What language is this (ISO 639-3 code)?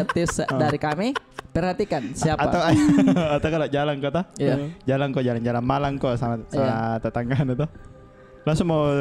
mfp